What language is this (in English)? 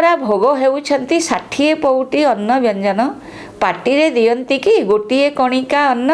Odia